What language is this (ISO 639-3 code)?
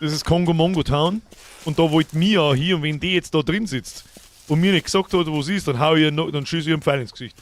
bar